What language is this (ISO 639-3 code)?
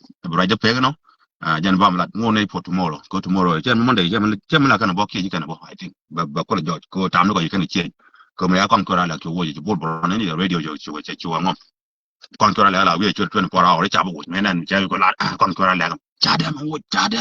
nus